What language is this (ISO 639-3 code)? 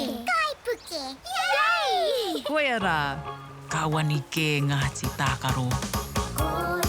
mri